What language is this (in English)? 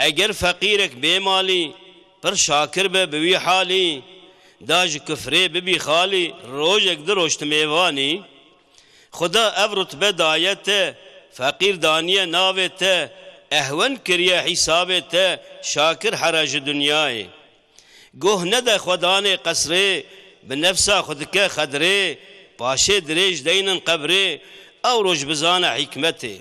Kurdish